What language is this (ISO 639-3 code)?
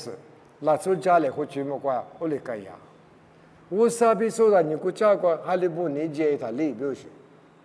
lis